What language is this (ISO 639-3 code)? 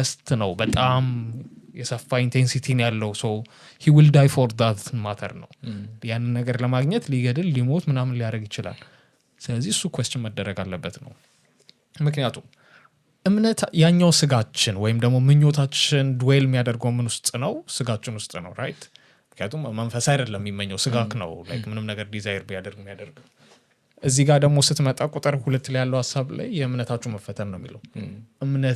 amh